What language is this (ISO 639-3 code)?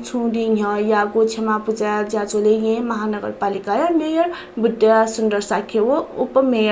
new